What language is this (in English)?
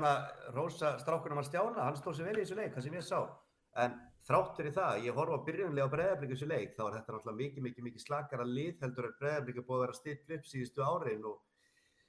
Icelandic